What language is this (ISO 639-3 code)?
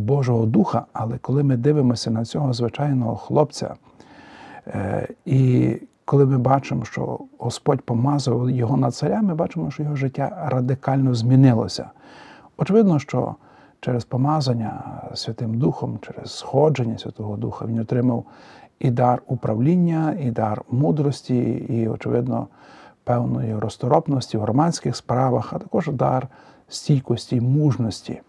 ukr